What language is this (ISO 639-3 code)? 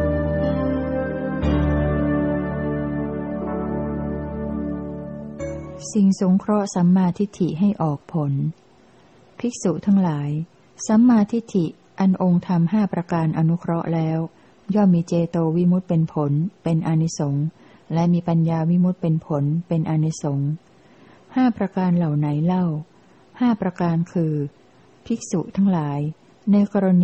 tha